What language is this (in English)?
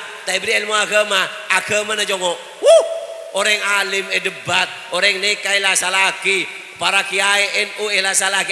Madurese